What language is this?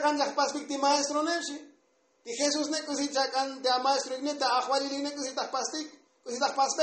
Tzotzil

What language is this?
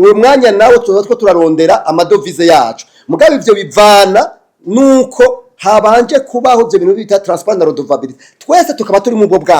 Rundi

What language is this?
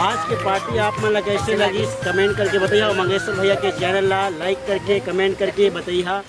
Chhattisgarhi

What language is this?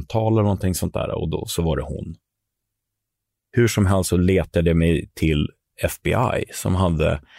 Swedish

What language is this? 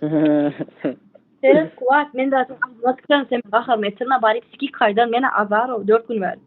Turkmen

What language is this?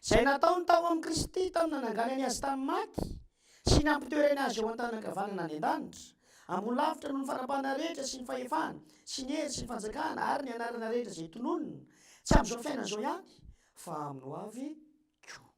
Malagasy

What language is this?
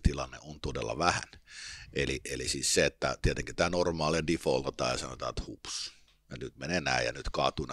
Finnish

